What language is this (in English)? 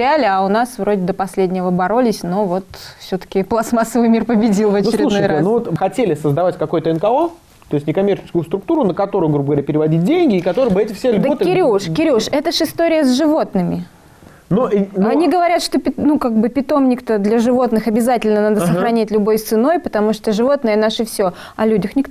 Russian